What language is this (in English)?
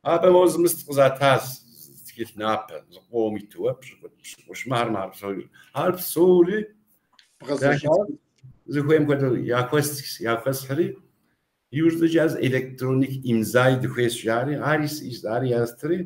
Kabardian